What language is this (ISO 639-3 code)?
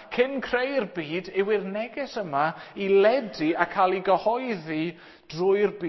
cym